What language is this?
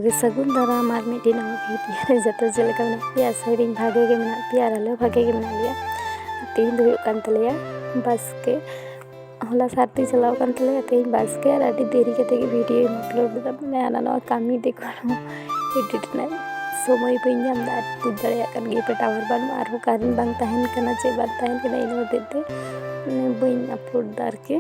Santali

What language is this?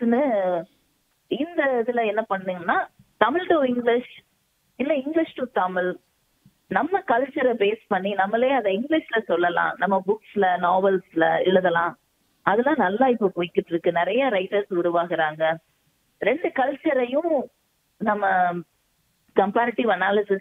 Tamil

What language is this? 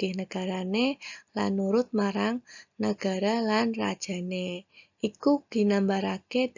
Javanese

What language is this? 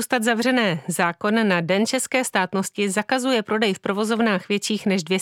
Czech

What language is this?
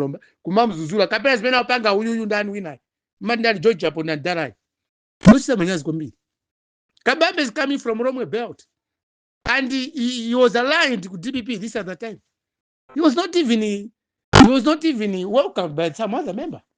Nyanja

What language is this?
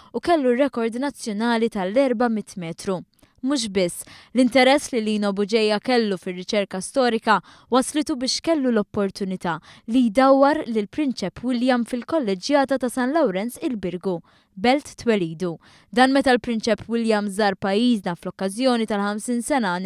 Maltese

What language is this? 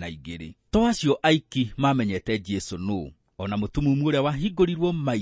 Kikuyu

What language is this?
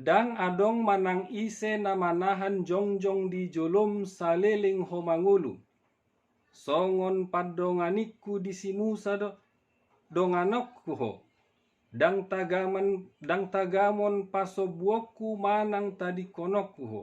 Batak Toba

